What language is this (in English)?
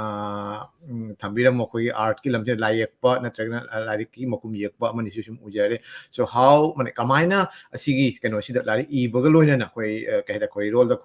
Manipuri